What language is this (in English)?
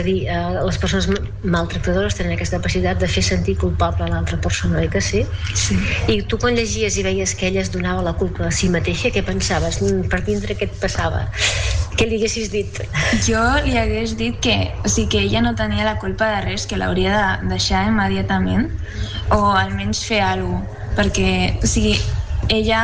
Catalan